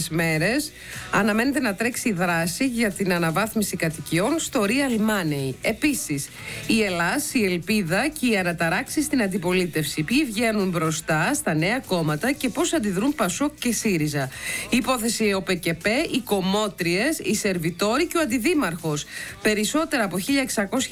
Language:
Greek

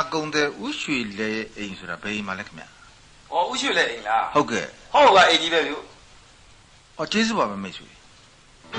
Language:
Burmese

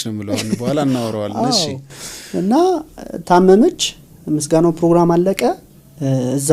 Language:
Amharic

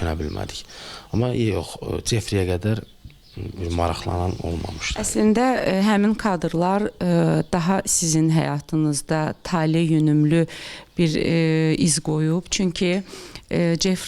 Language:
Azerbaijani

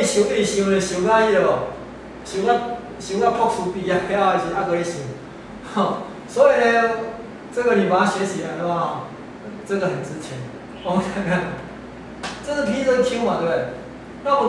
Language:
Chinese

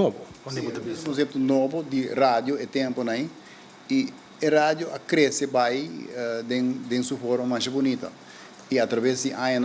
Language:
Papiamento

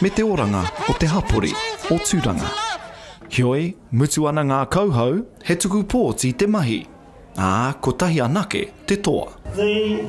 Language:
Māori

